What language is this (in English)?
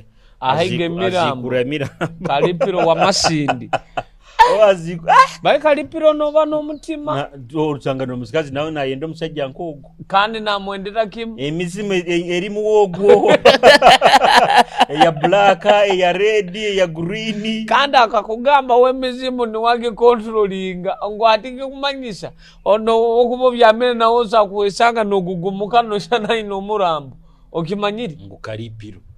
Nyoro